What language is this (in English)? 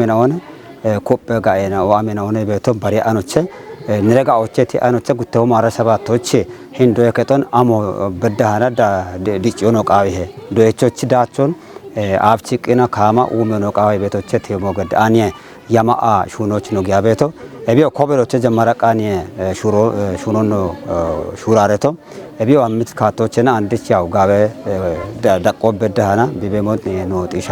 Kafa